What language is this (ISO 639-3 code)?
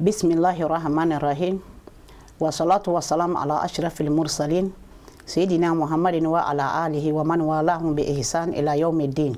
bam